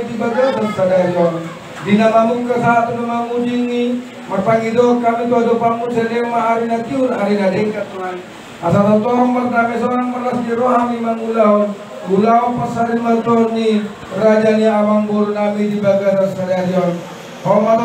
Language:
Batak Toba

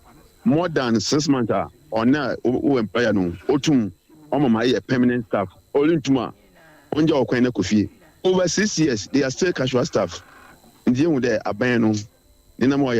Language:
Akan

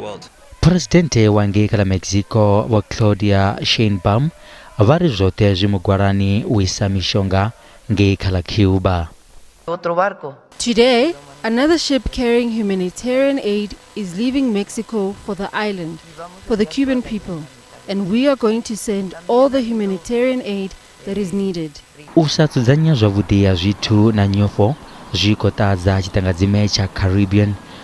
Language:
Venda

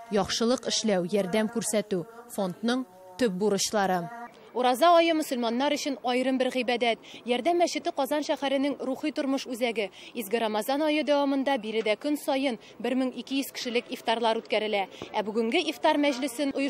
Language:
Tatar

